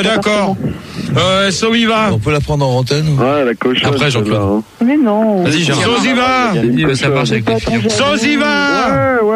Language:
French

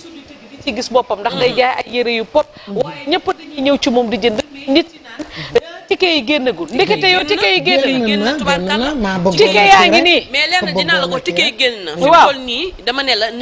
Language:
Wolof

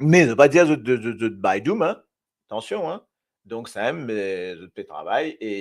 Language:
Morisyen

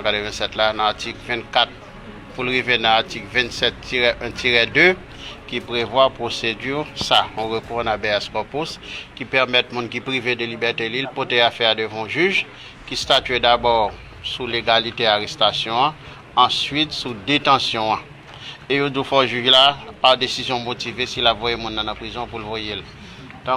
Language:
Haitian Creole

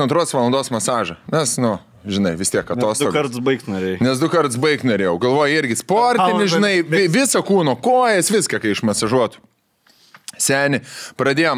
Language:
Lithuanian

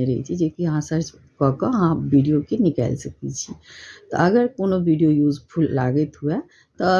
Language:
Maithili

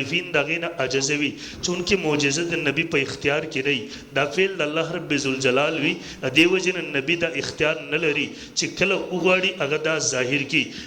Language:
Pashto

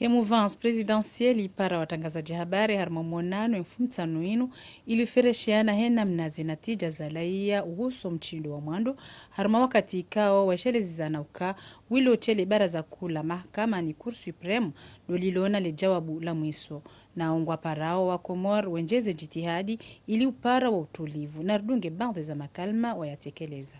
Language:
Ngazidja Comorian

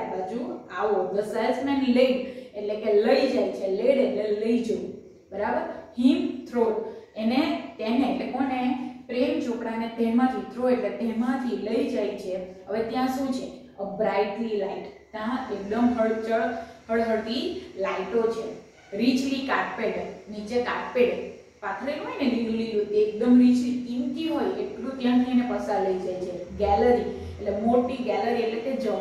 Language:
Gujarati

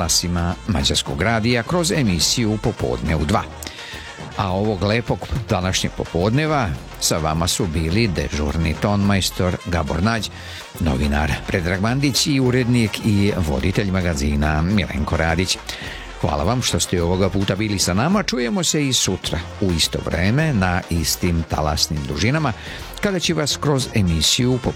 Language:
Serbian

